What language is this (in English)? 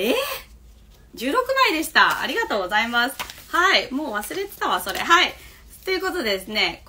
Japanese